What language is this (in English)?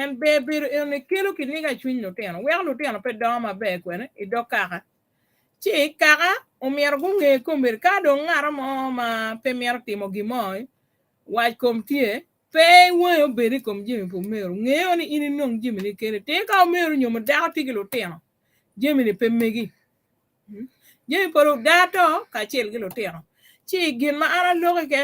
Acoli